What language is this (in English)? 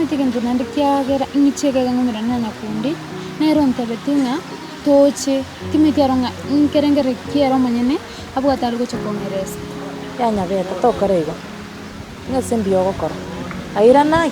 Gusii